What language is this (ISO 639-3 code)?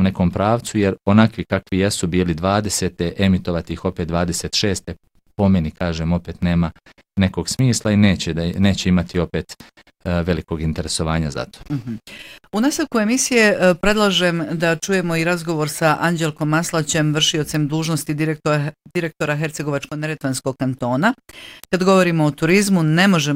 bos